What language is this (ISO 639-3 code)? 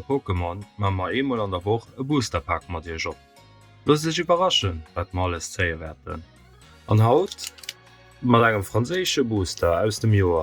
ltz